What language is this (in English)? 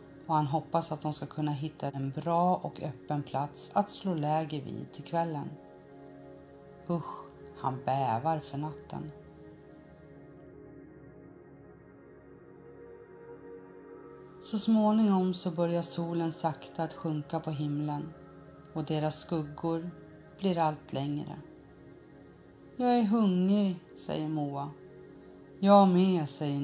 Swedish